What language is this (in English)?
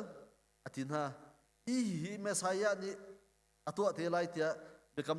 Hakha Chin